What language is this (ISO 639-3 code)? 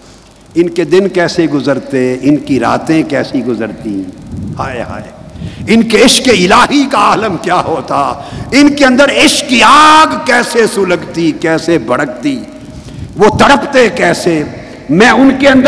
urd